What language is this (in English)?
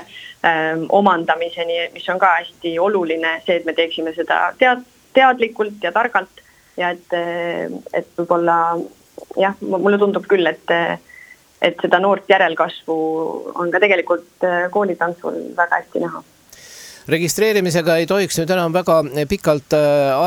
Estonian